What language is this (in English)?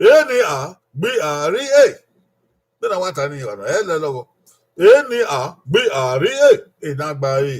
Bini